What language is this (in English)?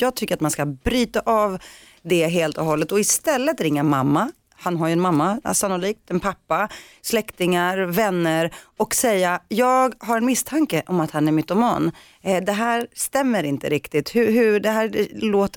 Swedish